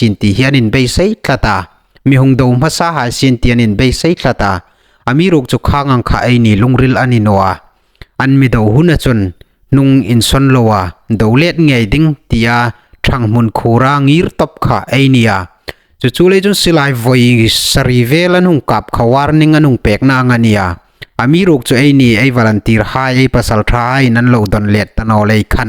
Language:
Hmar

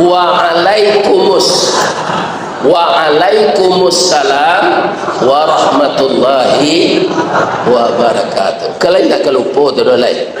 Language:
Minangkabau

